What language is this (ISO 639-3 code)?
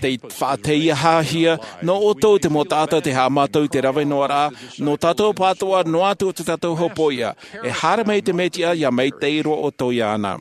tah